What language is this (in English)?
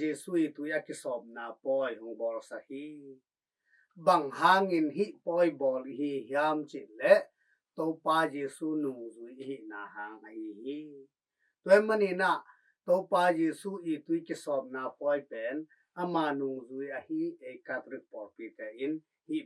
Tedim Chin